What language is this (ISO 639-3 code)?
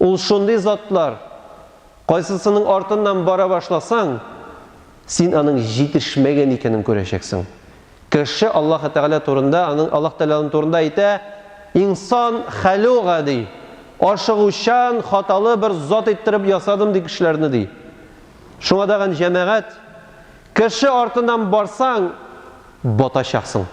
tat